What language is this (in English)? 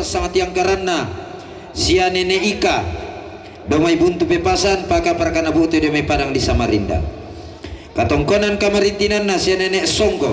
Toraja-Sa'dan